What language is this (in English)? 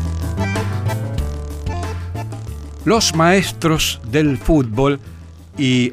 Spanish